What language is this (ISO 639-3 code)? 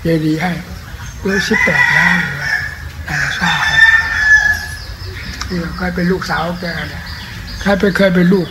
tha